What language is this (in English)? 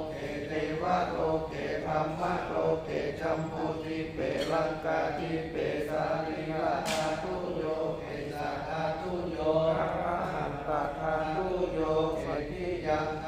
Pali